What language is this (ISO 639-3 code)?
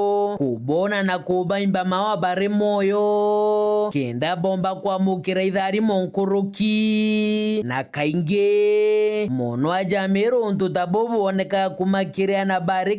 mer